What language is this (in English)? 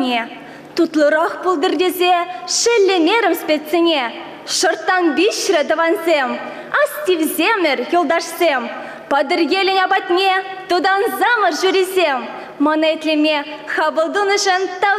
Chuvash